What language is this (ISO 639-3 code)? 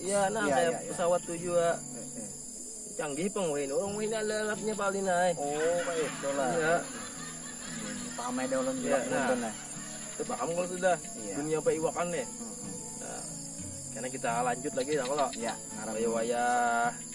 bjn